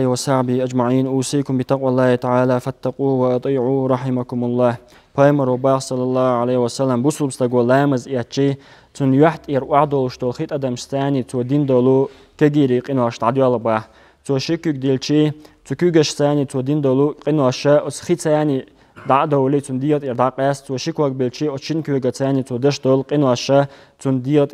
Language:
Chechen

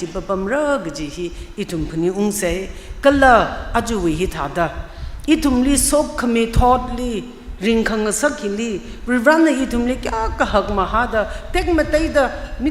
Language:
Tangkhul Naga (India)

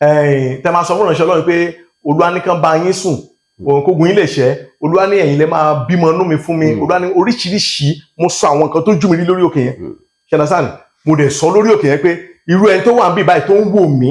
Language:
Yoruba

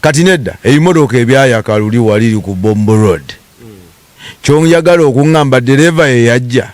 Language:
Ganda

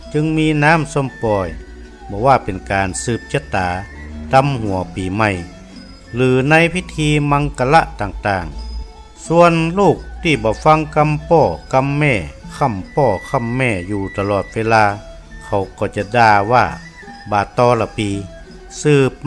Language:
Northern Thai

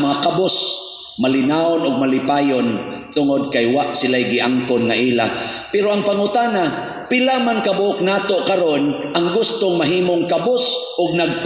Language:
Cebuano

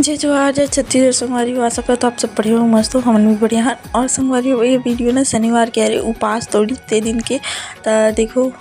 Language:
Chhattisgarhi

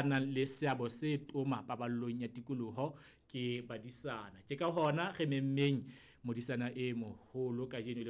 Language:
Southern Sotho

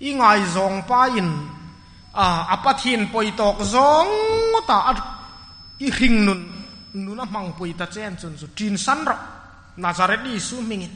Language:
Hmar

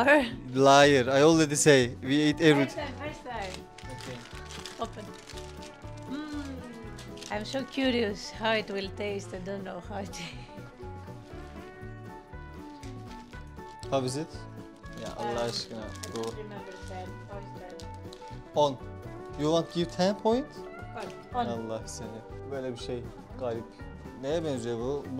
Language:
Turkish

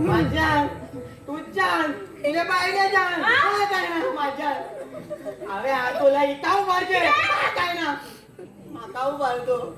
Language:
Konkani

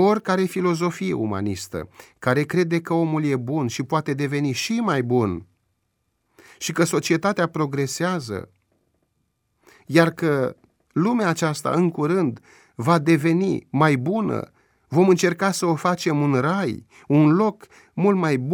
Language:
Romanian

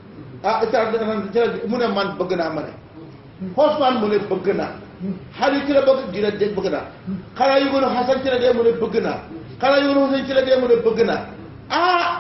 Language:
Wolof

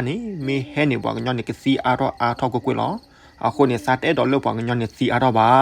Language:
S'gaw Karen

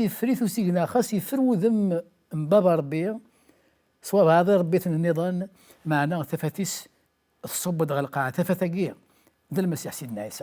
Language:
Kabyle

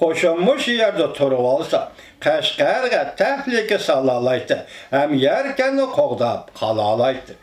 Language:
Uyghur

